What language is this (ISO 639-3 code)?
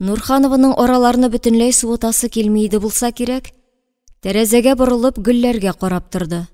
tat